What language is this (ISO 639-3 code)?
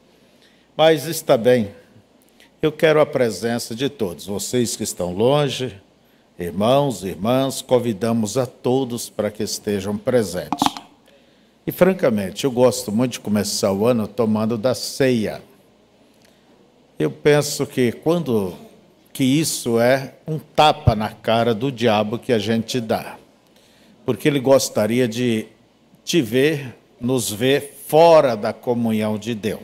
por